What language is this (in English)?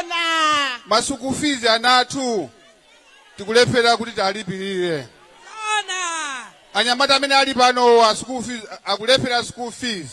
Nyanja